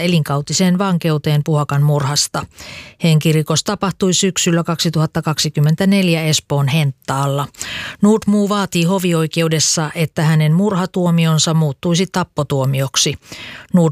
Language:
Finnish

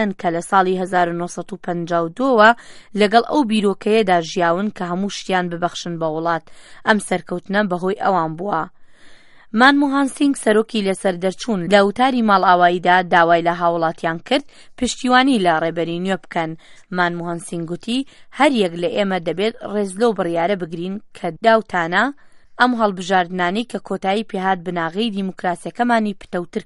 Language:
Central Kurdish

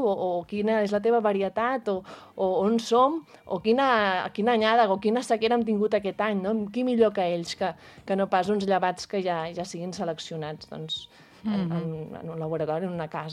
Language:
Catalan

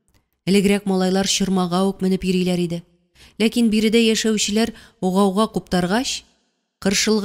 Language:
Tatar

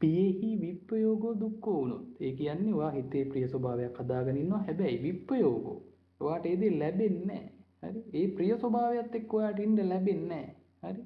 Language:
Sinhala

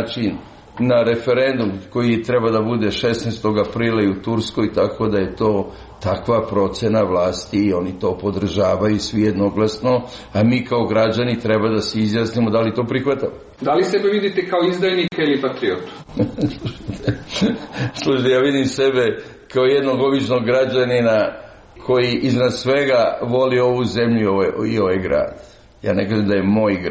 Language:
Serbian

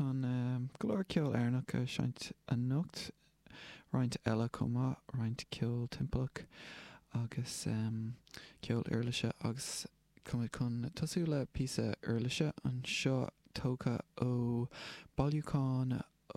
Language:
Irish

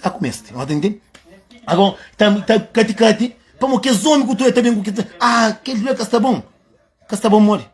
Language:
Kabuverdianu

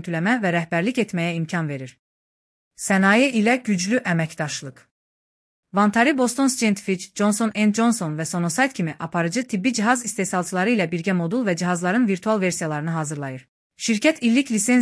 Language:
Azerbaijani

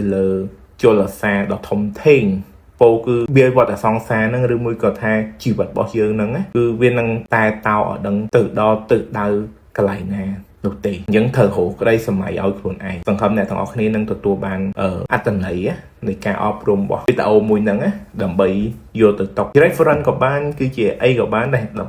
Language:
Khmer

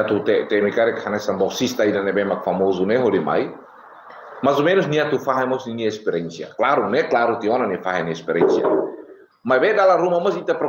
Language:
Tetum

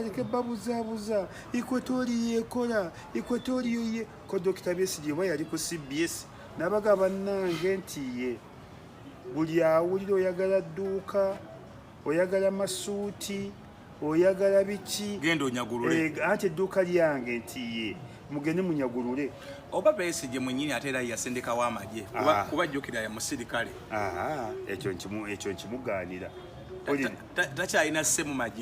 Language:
Ganda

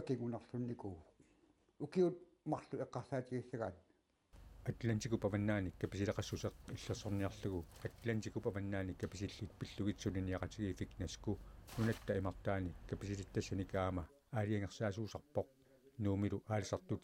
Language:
Kalaallisut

